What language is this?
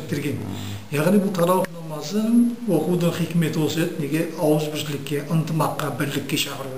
Kazakh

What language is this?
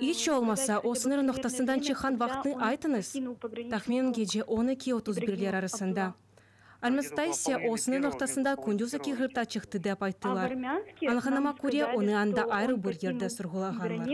Crimean Tatar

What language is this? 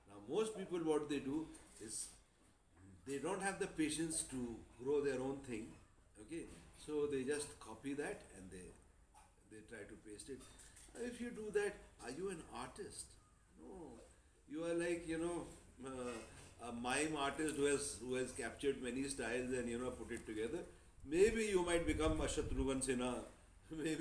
English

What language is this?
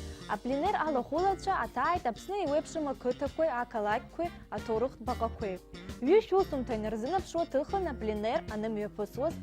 Abkhazian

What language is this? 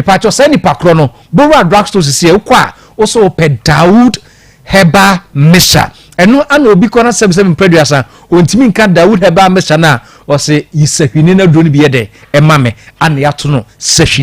Akan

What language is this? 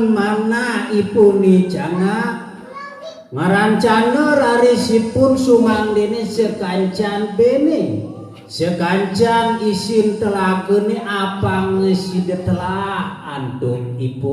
Balinese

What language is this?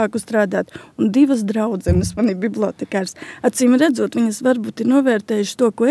Latvian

